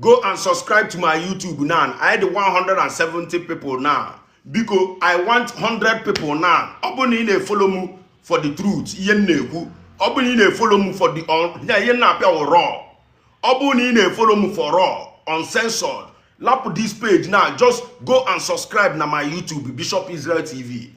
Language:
Igbo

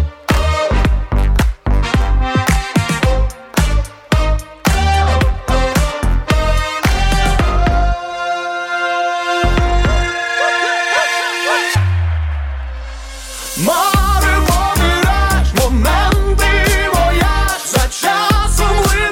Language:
Ukrainian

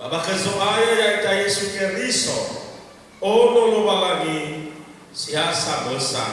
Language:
Nias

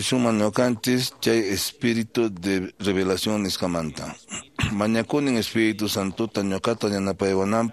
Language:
Quechua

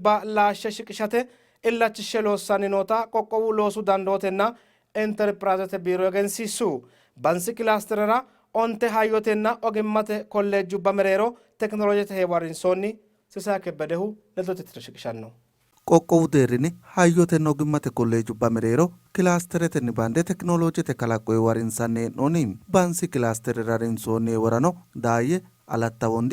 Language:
Sidamo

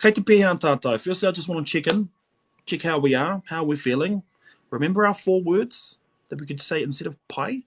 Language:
Māori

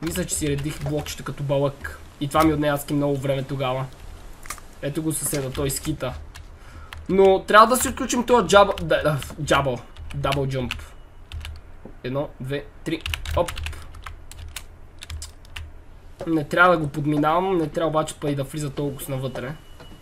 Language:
Bulgarian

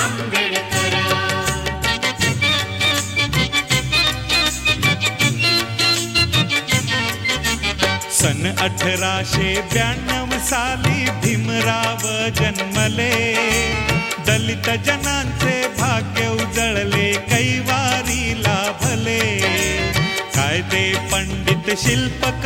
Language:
Marathi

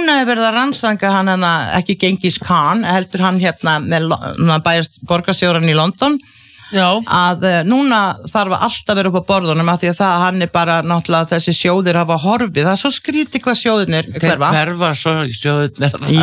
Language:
Icelandic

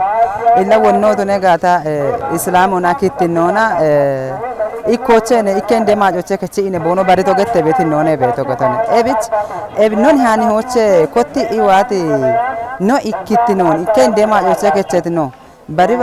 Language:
Kafa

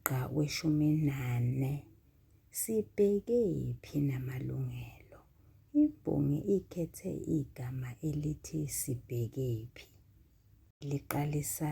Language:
Zulu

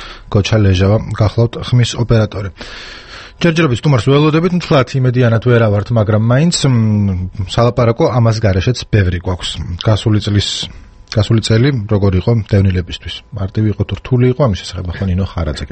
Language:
Georgian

